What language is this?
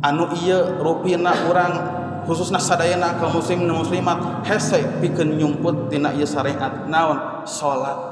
Sundanese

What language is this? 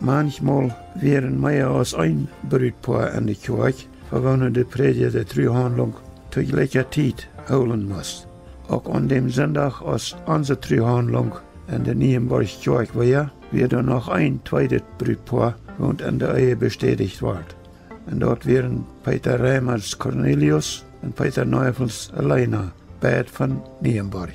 Plautdietsch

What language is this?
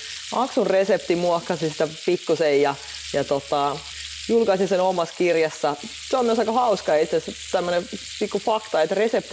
Finnish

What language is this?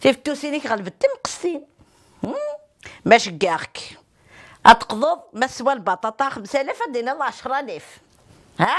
Kabyle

